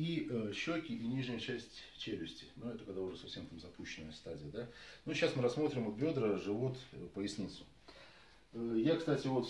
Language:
Russian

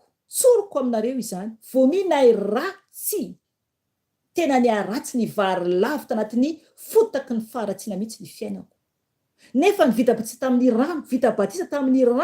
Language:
Malagasy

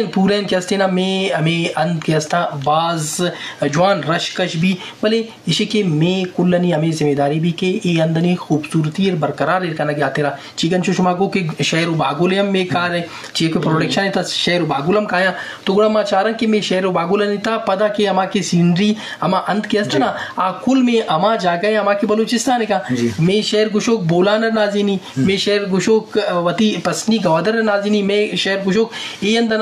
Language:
Eastern Balochi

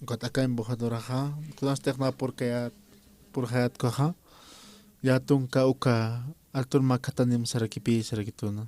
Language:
Aymara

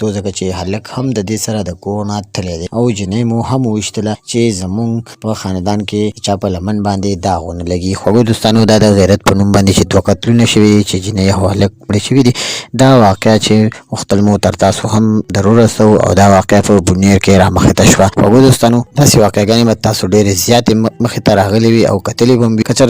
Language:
Pashto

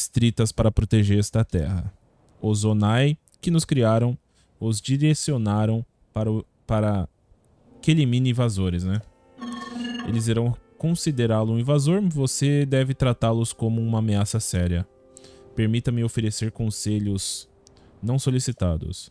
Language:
Portuguese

